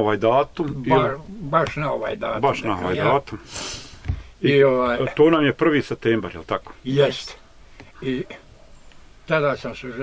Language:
Bosnian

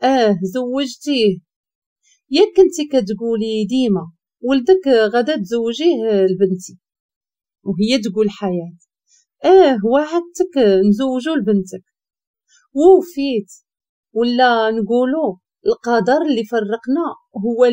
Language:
Moroccan Arabic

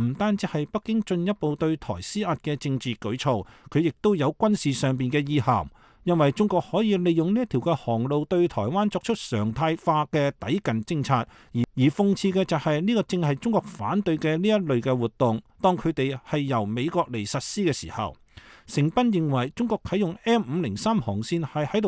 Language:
Cantonese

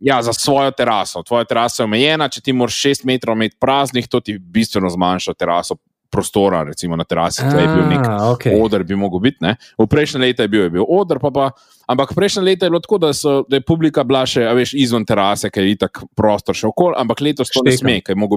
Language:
Slovenian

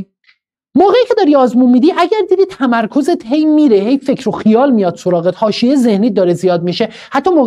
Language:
Persian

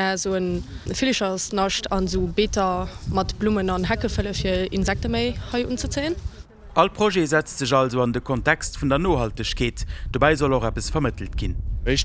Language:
Luxembourgish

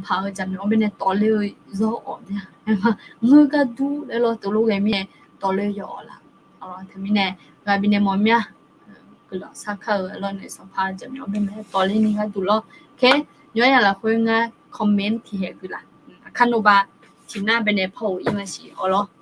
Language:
Akha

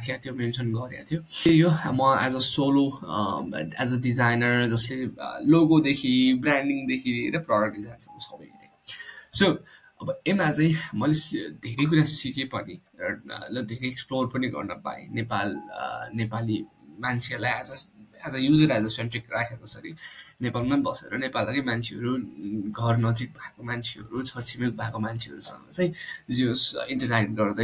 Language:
Nepali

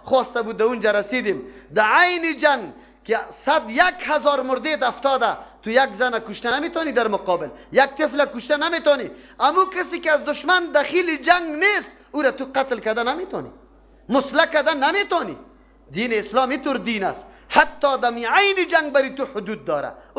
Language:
Persian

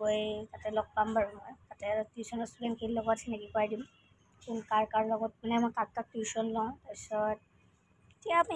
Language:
Assamese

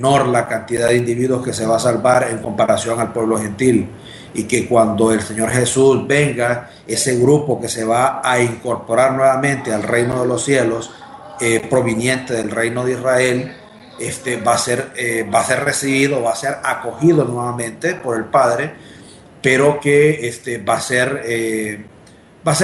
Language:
Spanish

